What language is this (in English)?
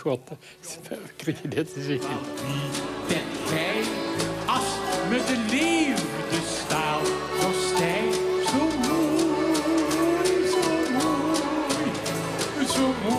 Limburgish